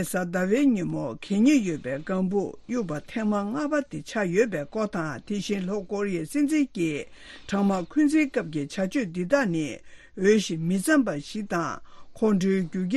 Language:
Tibetan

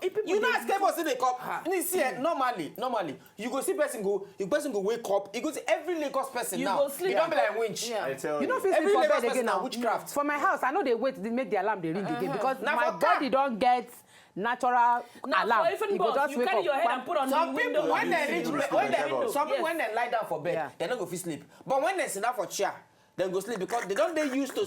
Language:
Nigerian Pidgin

